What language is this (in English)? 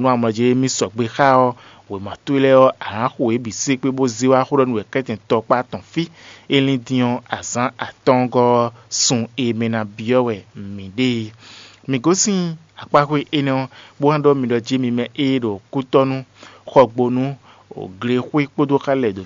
Fon